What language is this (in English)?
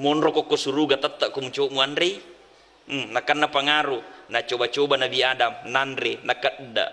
Buginese